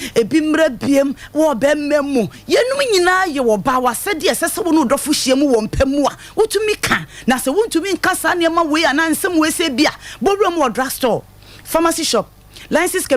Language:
Akan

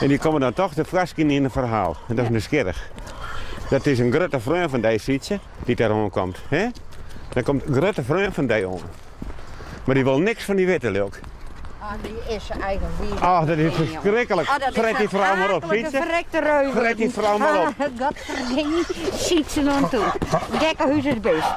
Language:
Western Frisian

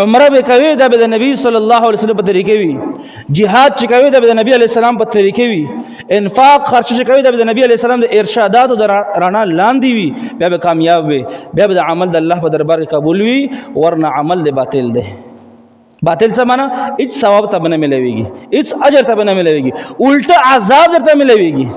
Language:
Pashto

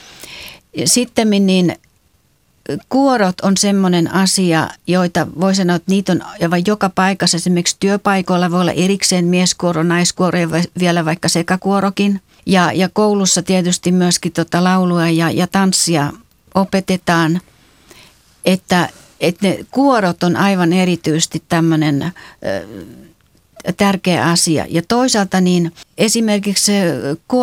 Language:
Finnish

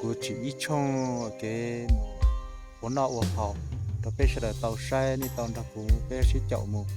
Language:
Hmong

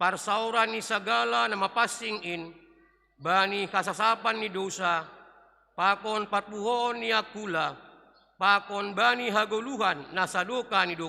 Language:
Batak Simalungun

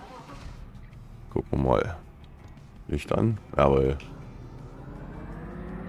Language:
German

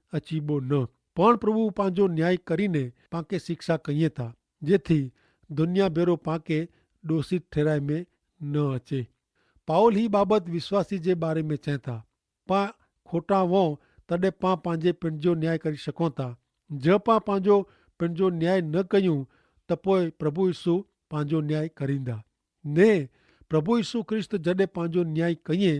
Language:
Kachhi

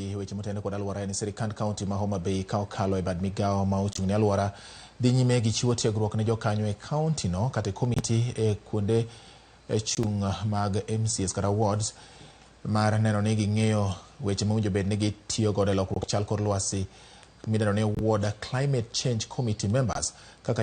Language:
Luo (Kenya and Tanzania)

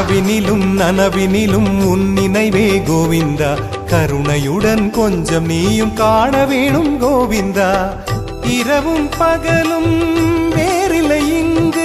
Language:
Tamil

